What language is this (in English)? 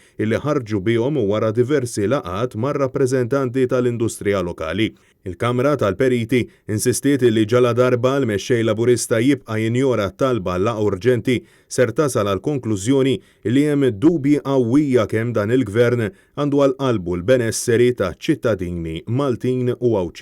Maltese